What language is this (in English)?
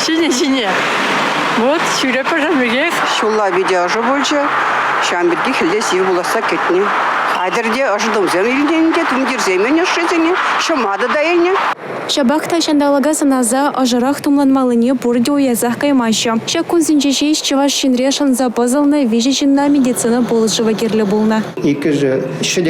Chuvash